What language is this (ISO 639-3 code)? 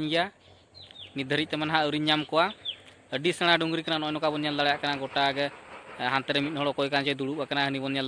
sat